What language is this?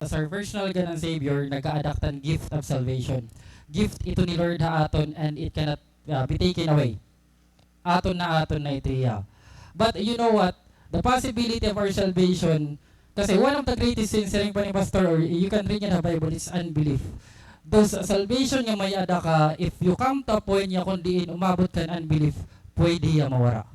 Waray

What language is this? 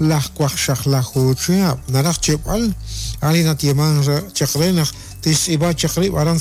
Kekchí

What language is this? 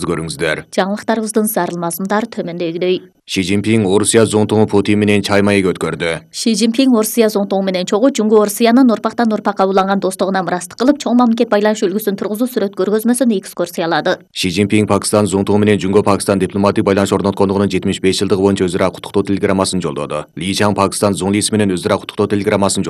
Kyrgyz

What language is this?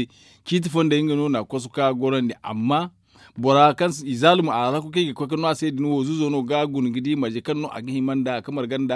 Zarma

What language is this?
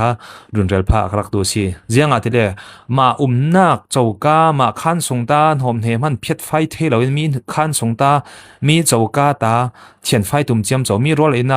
Falam Chin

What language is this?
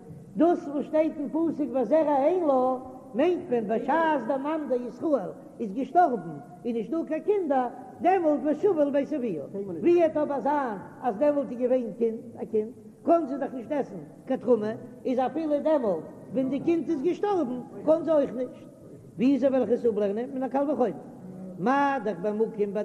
Yiddish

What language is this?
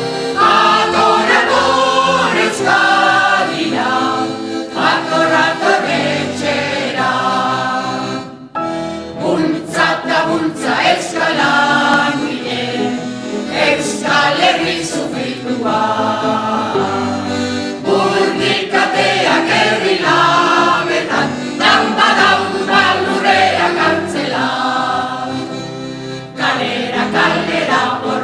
Basque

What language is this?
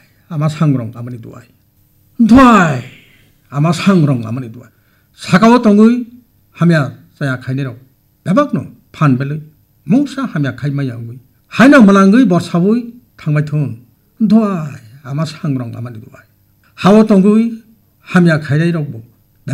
Kok Borok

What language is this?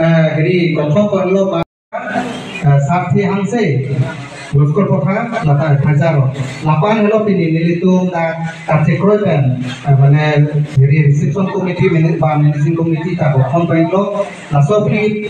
Karbi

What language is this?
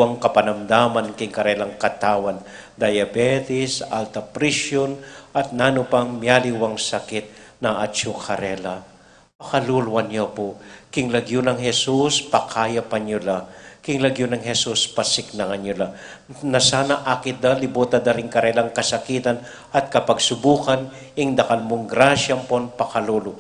Pampanga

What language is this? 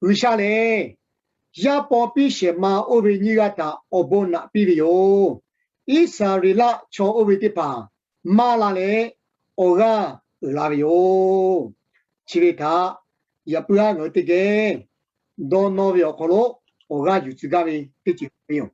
Lahu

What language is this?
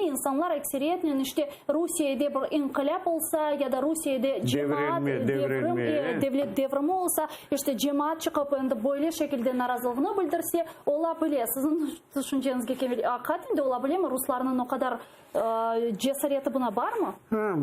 Crimean Tatar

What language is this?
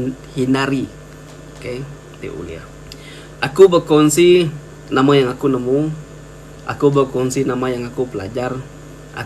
Iban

